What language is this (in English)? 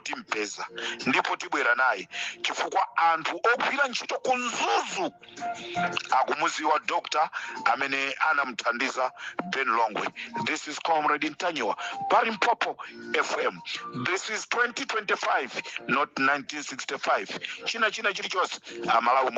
Nyanja